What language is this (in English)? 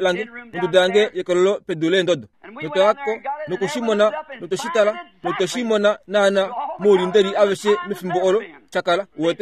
Kuanyama